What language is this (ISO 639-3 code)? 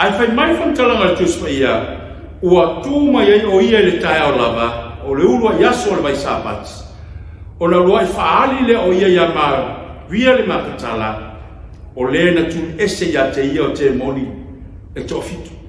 smo